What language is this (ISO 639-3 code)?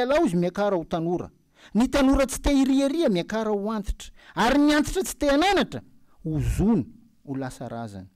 mlg